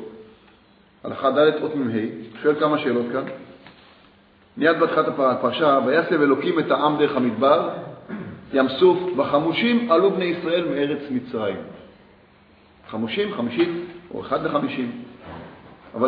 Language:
Hebrew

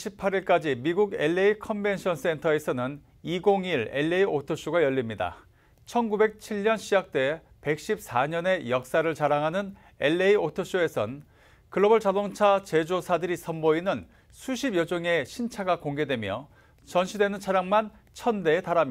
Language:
Korean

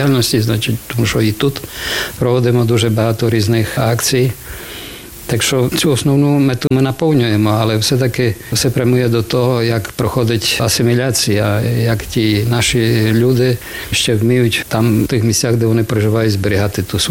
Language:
Ukrainian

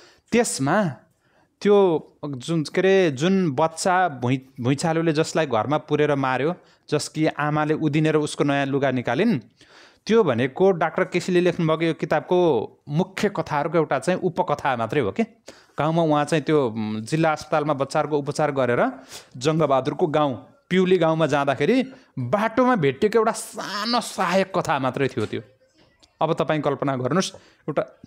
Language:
Nepali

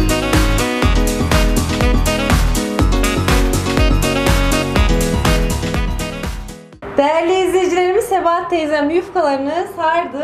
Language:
Turkish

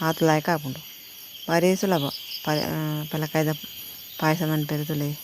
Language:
Tulu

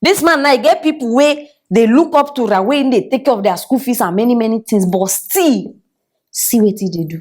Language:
Nigerian Pidgin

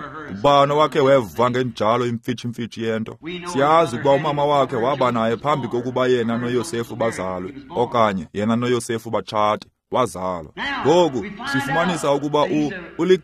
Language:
Xhosa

